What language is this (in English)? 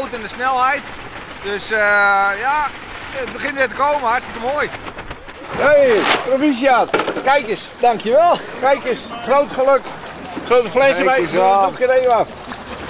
Western Frisian